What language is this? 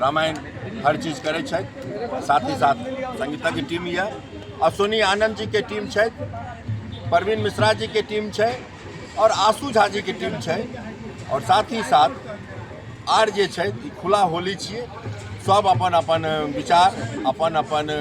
Maithili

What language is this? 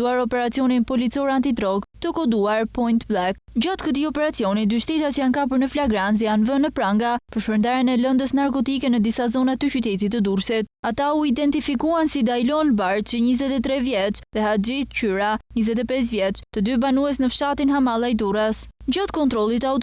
Albanian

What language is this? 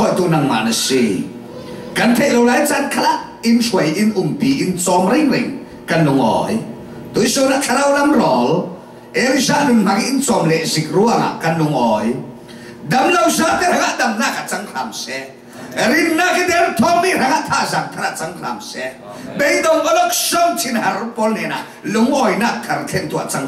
Falam Chin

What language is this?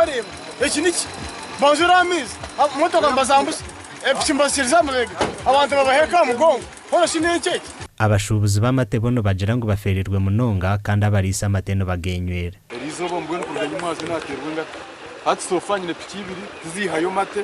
Nyankole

